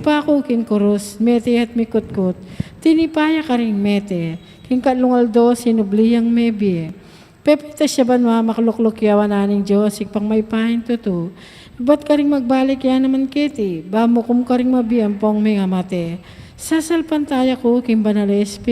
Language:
Pampanga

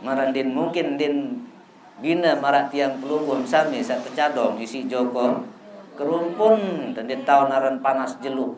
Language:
Sasak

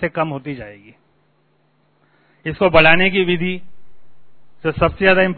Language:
Hindi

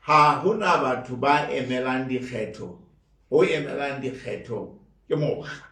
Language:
Southern Sotho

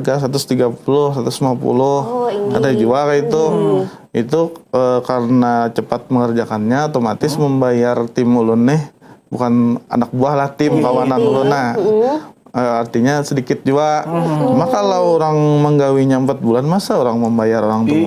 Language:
Banjar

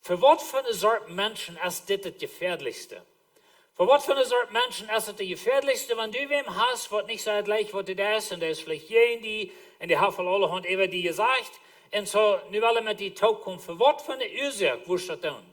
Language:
Plautdietsch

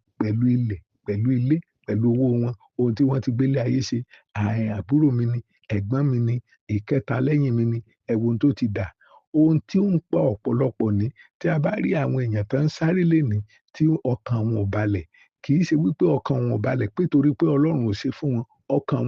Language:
Yoruba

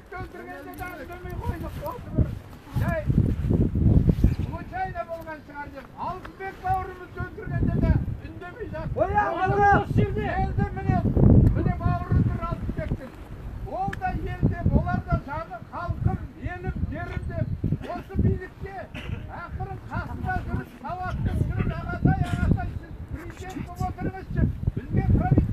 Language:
Kazakh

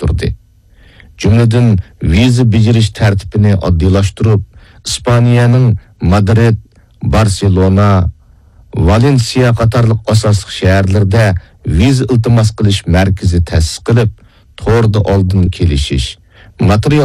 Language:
Uyghur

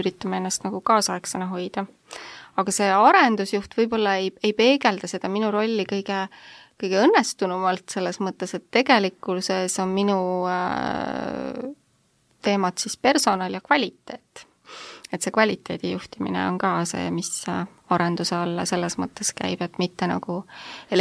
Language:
Estonian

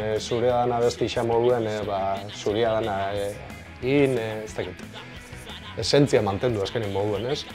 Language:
Basque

